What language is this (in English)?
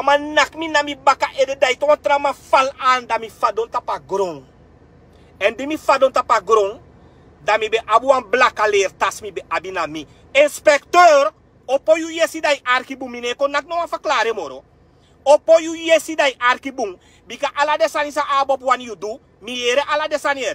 Sranan Tongo